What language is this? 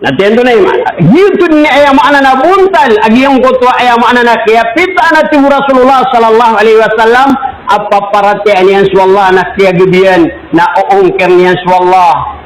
Maranao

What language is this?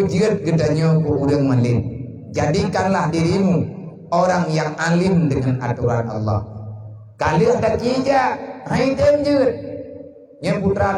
Achinese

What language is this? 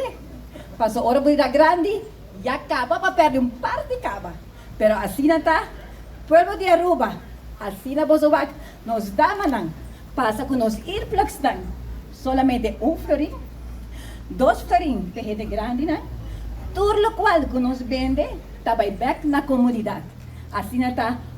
Papiamento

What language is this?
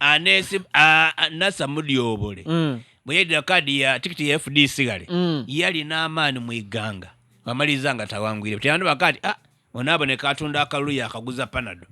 Ganda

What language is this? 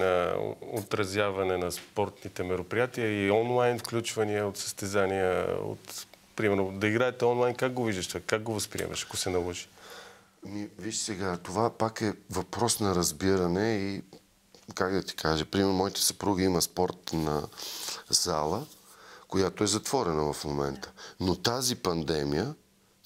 Bulgarian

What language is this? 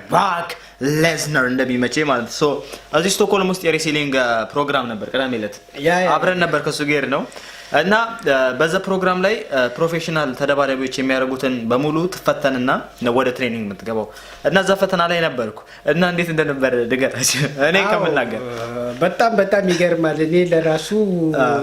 Amharic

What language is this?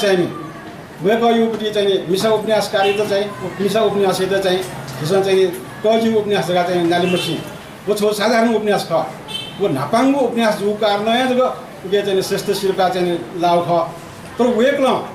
Newari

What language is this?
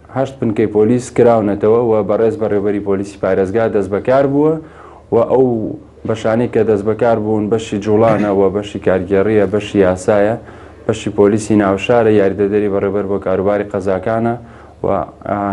Central Kurdish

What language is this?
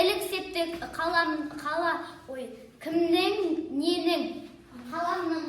Kazakh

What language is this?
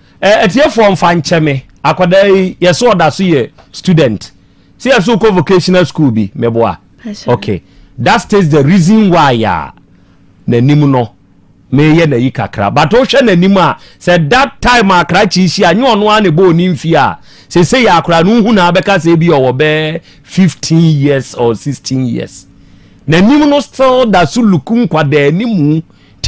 Akan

